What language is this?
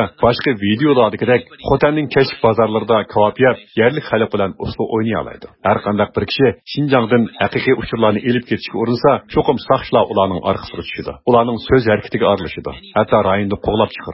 Uyghur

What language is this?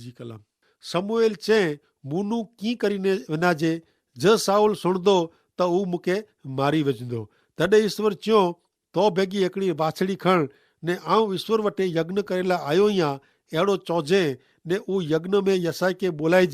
Kachhi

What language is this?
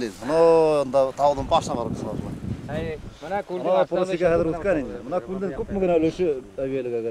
Bashkir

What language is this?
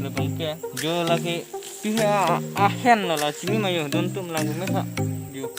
Karbi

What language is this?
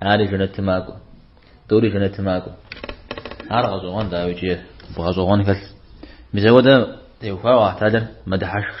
Kabardian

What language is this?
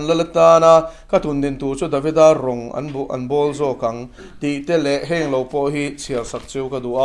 Mizo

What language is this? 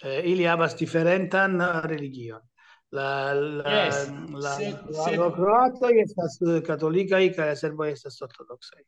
Esperanto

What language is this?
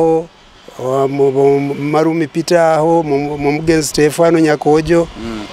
Nyoro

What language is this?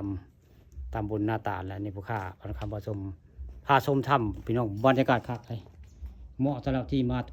Northeastern Thai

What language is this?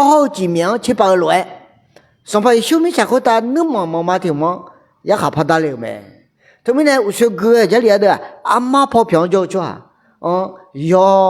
Akha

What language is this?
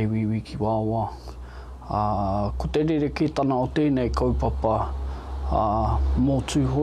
Māori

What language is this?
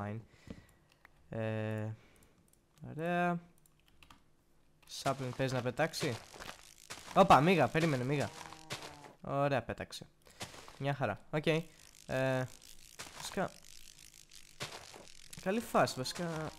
Greek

